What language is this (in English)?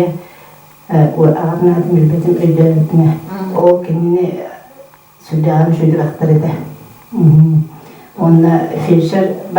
Yakut